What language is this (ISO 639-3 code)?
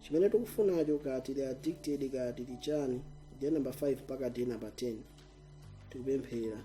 nya